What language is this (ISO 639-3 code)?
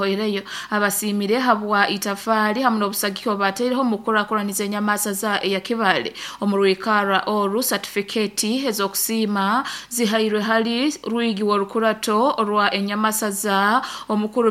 nyo